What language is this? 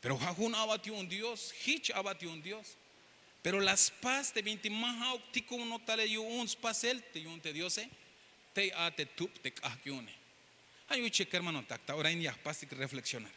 Tzeltal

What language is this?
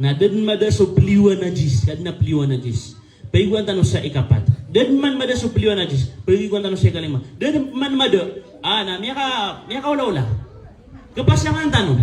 Maranao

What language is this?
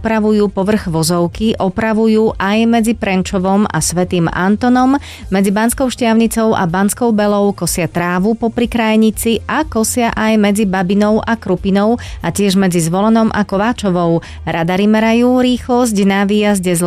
Slovak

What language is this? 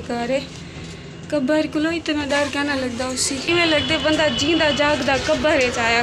Saraiki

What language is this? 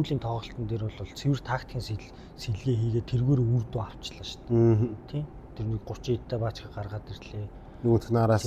Mongolian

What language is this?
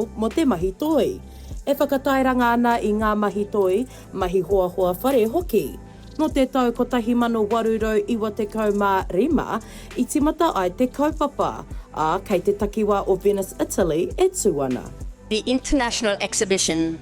Māori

